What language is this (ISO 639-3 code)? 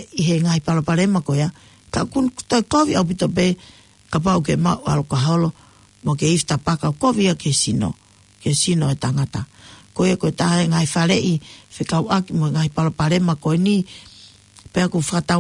ton